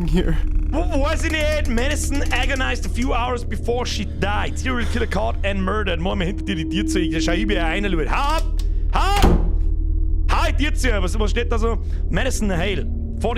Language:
Bavarian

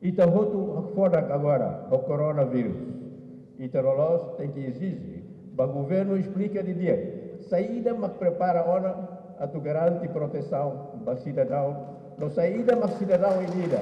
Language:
Tetum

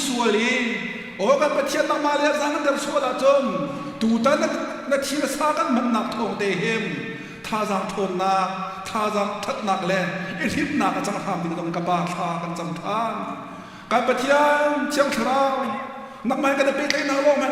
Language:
Hakha Chin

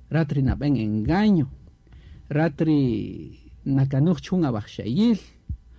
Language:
Kaqchikel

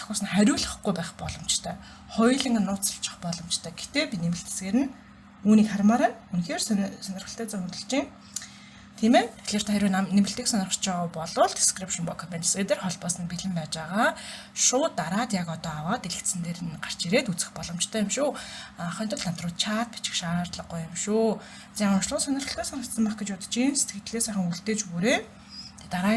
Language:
Mongolian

